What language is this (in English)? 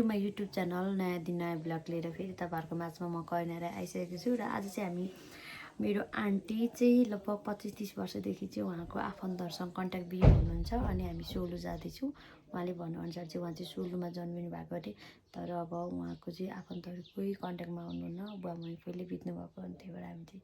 Nepali